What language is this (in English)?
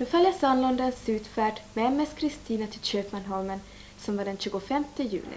Swedish